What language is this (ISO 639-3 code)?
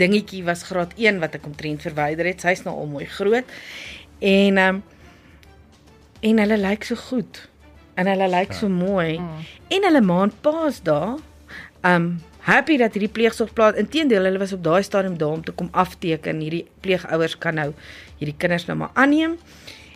afr